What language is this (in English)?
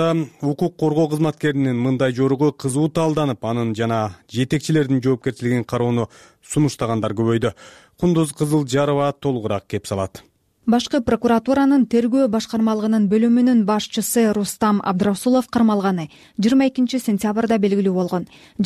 Kyrgyz